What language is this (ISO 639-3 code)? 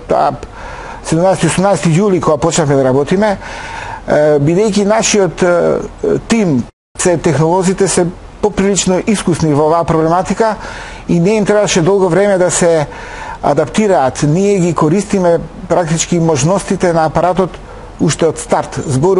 mkd